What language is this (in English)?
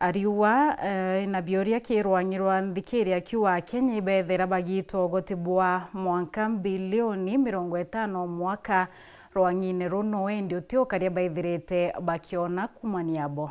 Meru